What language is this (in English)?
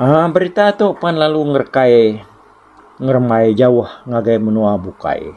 Iban